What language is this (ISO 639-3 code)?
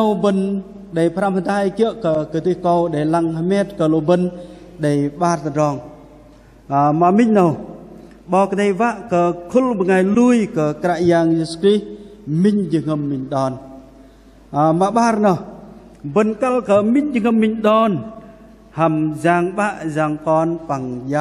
bdq